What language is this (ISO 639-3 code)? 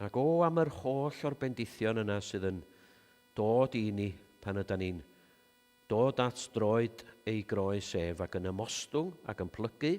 cym